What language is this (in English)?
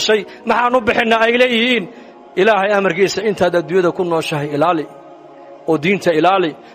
Somali